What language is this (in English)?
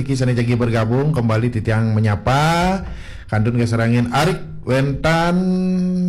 Balinese